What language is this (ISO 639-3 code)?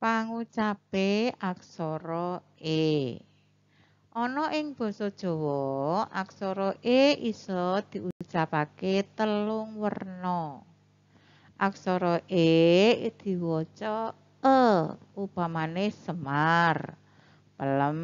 jav